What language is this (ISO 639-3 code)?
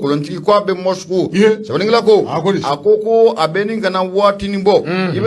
bam